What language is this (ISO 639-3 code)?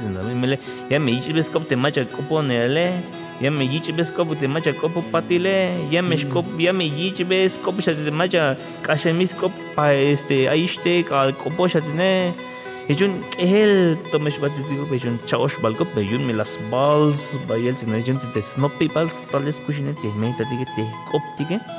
tzh